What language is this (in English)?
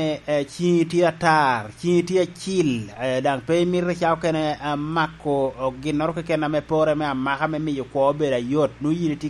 Lango (Uganda)